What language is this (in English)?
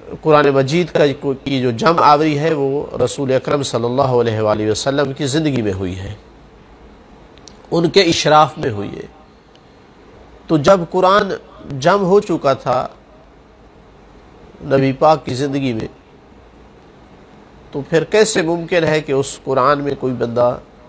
Urdu